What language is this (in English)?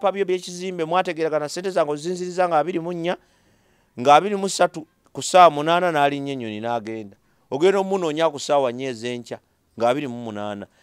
Ganda